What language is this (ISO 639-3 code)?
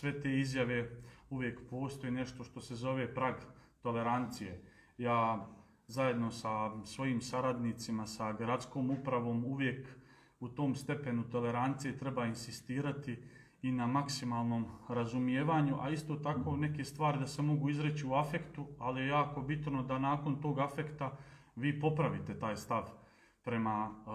srp